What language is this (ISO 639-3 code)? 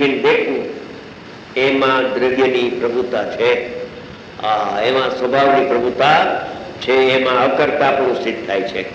guj